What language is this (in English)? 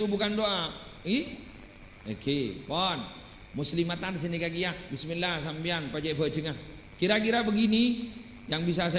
Madurese